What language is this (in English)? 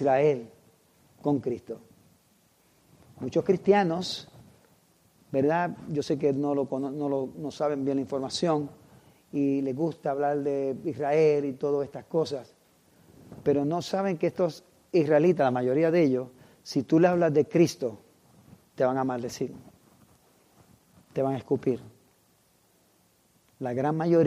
Spanish